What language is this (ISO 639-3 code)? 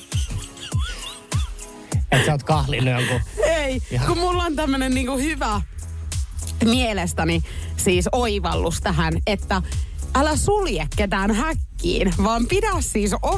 fin